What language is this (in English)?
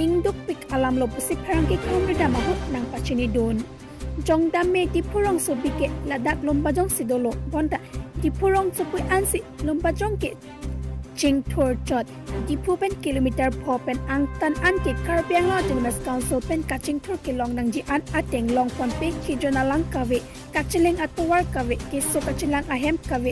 Karbi